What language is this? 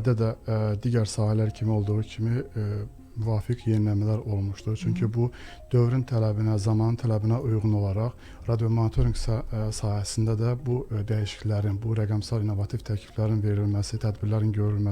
Azerbaijani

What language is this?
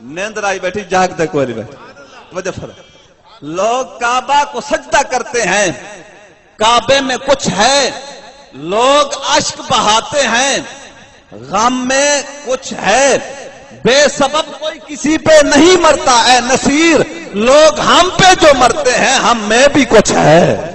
Saraiki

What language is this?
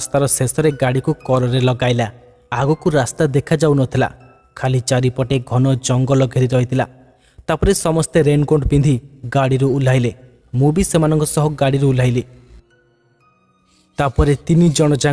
Odia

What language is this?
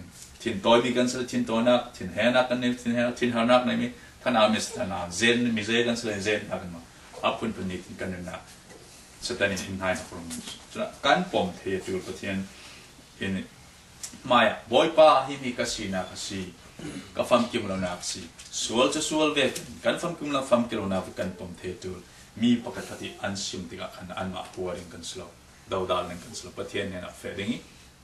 Falam Chin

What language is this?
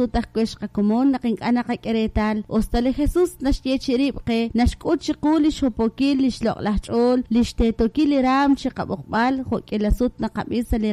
Kekchí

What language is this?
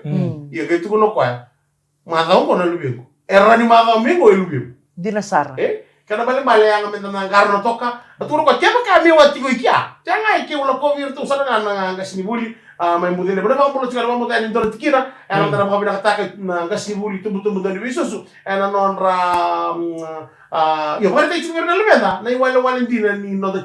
Fijian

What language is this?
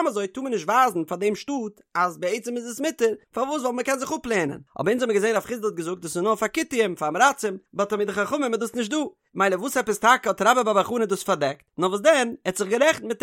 Yiddish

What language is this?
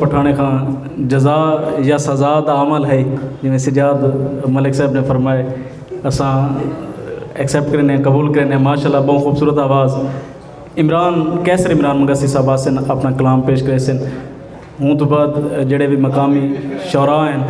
Saraiki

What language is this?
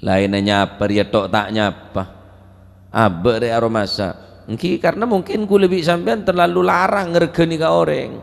Madurese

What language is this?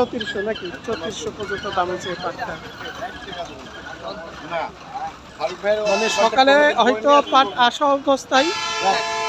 Bangla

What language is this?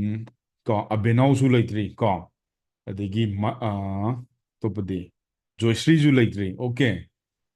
Manipuri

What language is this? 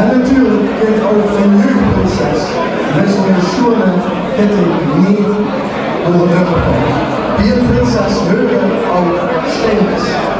Limburgish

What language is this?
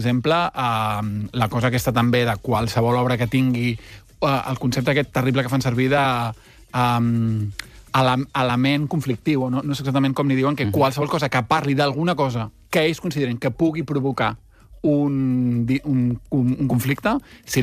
Catalan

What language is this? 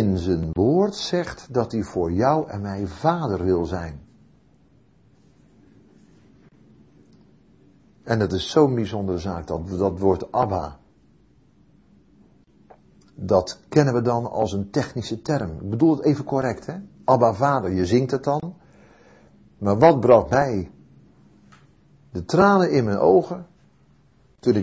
Dutch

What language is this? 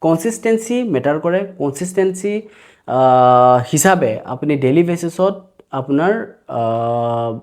Assamese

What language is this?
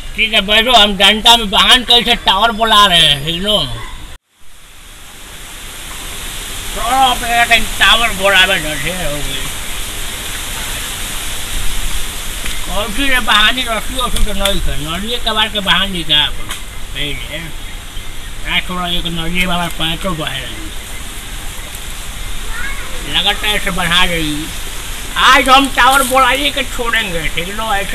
Bhojpuri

